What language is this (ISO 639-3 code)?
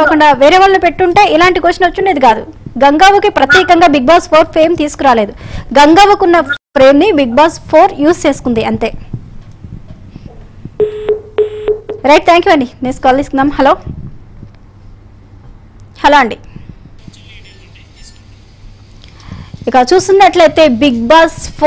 tel